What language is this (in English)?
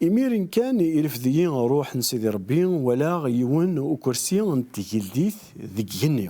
Kabyle